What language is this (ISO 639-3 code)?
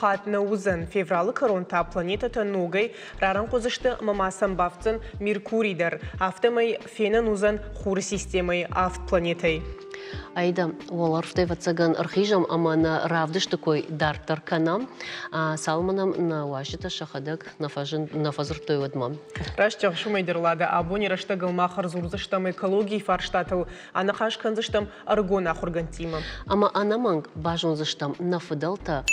oss